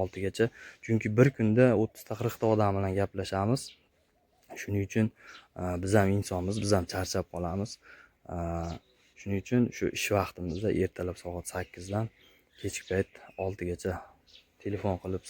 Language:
Uzbek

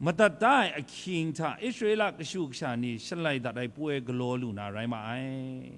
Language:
Kachin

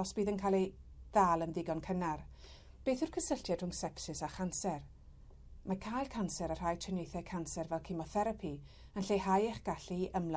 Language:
Welsh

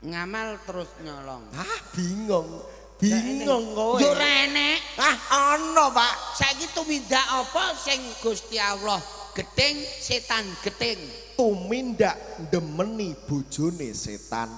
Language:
Javanese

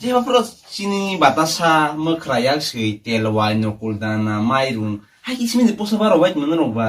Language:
Kok Borok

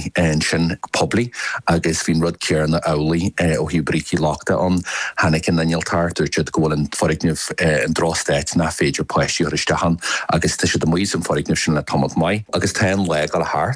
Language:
Irish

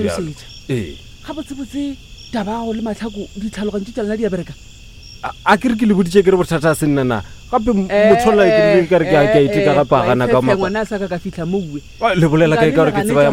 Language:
Northern Sotho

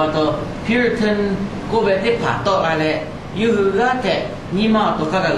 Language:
Lahu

